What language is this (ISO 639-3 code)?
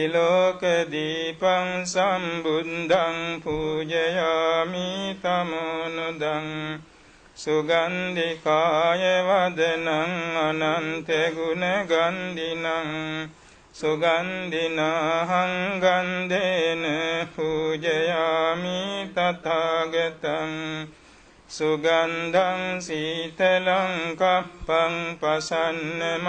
pli